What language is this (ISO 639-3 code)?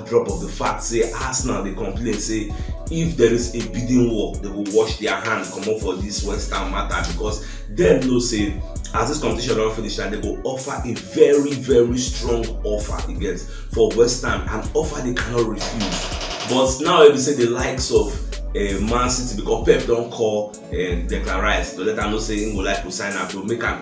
pcm